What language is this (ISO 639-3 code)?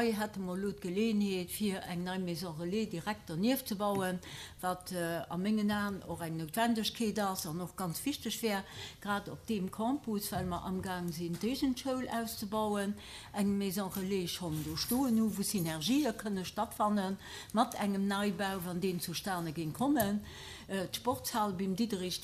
ltz